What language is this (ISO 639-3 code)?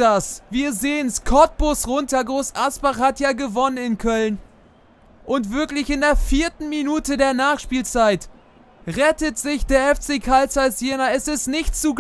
deu